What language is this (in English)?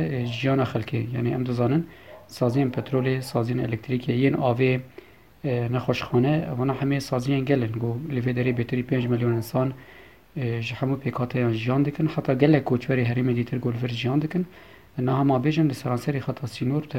Kurdish